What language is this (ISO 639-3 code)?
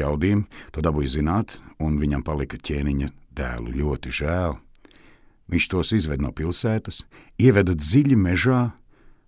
lav